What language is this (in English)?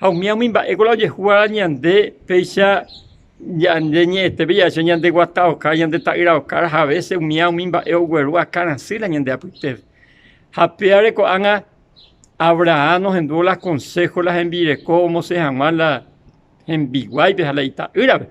Guarani